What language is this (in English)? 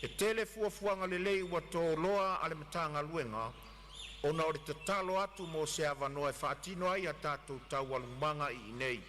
Samoan